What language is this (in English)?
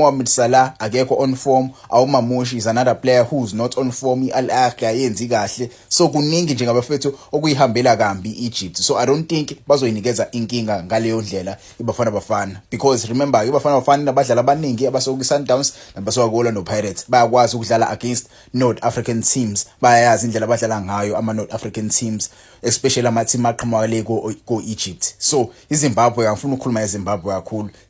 Zulu